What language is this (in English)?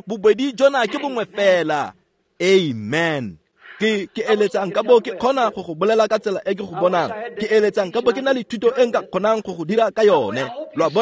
Tswana